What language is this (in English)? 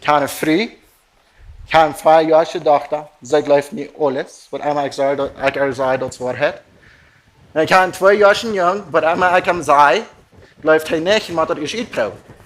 Plautdietsch